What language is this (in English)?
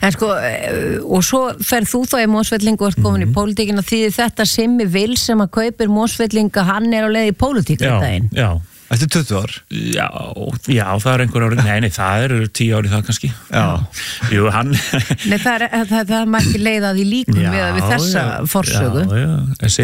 Icelandic